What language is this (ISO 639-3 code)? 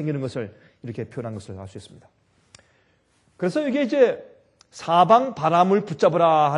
kor